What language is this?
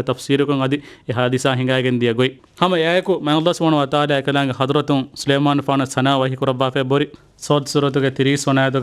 Divehi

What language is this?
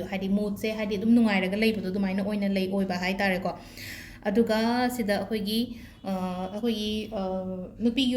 Manipuri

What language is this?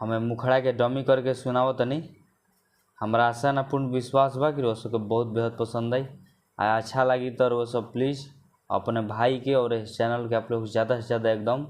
Bhojpuri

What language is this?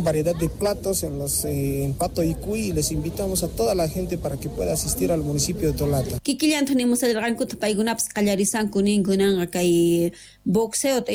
Quechua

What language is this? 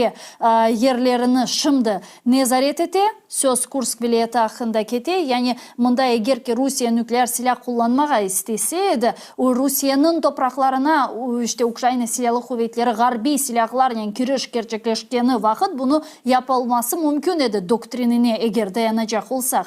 Crimean Tatar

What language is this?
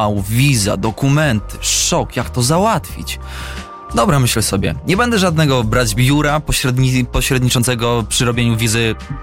Polish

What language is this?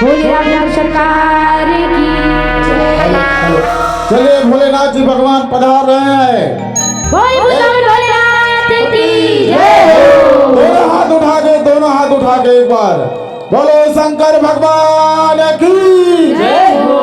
Chhattisgarhi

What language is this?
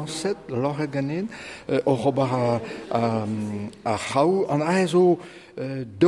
Breton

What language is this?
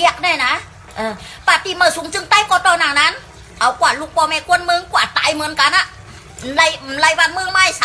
Shan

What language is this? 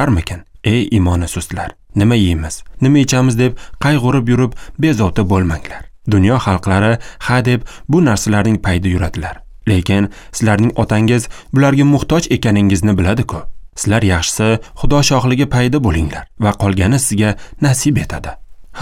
Uzbek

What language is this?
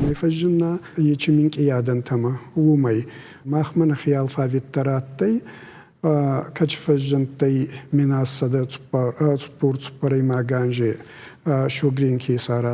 Ossetic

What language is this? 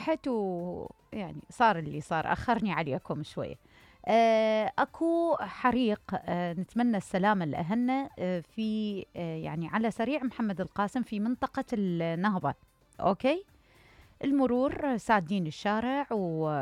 Mesopotamian Arabic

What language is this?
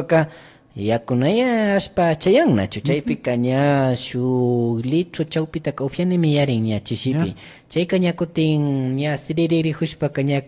Imbabura Highland Quichua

